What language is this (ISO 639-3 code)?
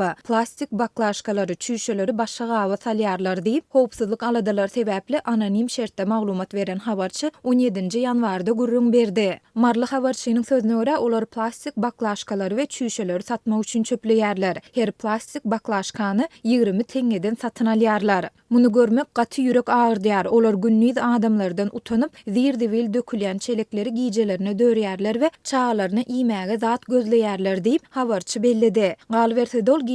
tuk